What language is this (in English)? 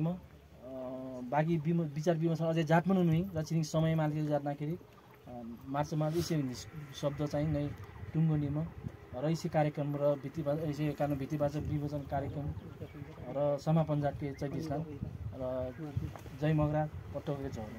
Nepali